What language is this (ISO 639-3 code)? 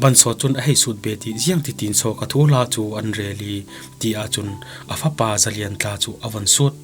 cfm